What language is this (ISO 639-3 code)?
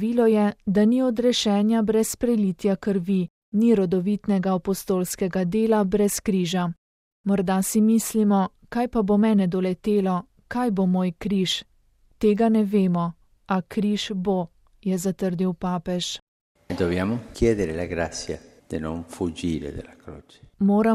slv